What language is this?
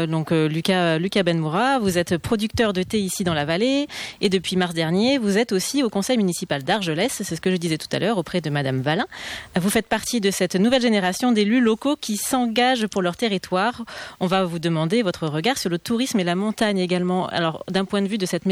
French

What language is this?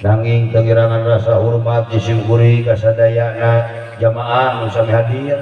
Sundanese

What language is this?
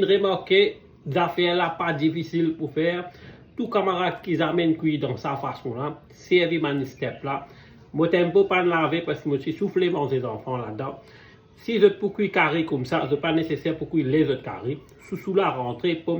Morisyen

